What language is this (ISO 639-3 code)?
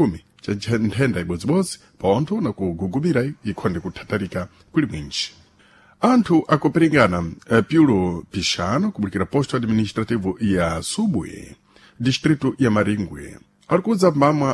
seh